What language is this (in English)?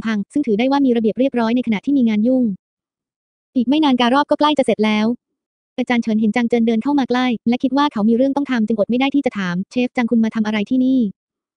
Thai